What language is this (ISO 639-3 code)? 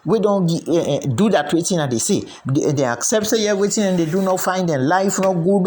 kri